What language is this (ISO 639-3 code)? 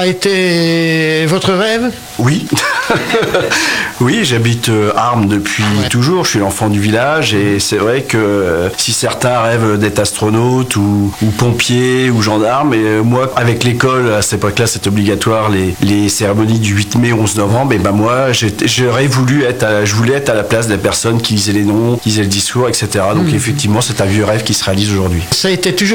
fra